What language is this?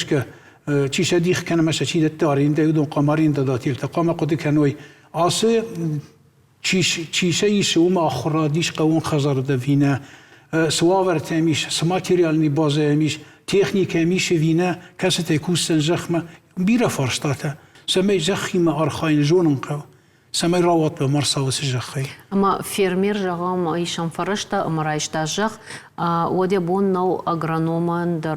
Ossetic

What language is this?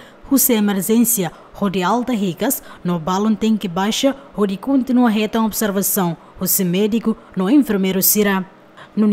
Tetum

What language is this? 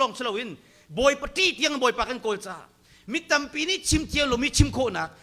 Hakha Chin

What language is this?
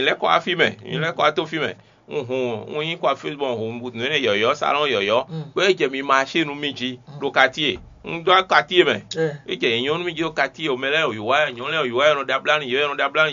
Fon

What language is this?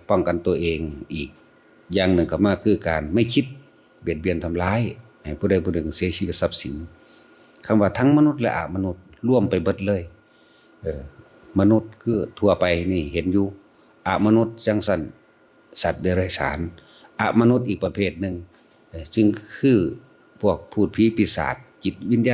Northeastern Thai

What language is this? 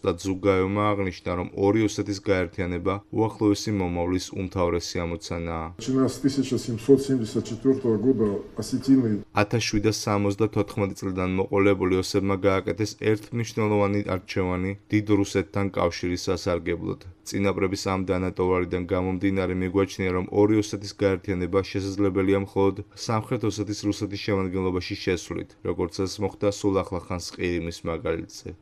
Georgian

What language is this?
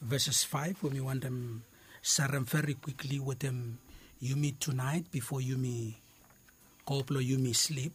Bislama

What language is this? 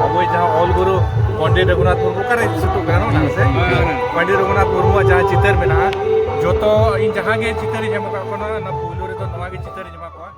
Santali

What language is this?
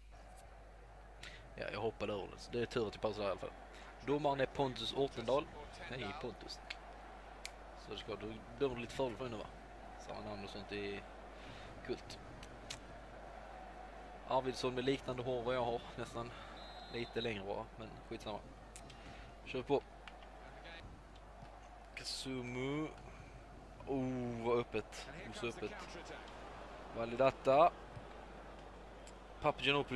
Swedish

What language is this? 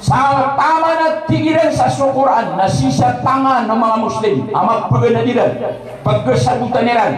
Maranao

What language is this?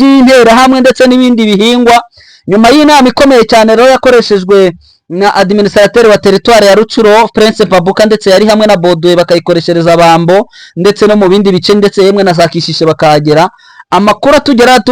Kinyarwanda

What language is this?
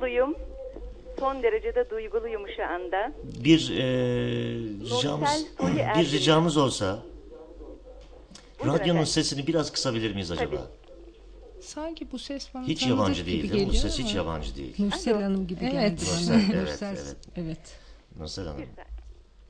Turkish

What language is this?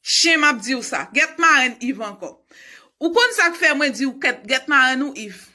Haitian Creole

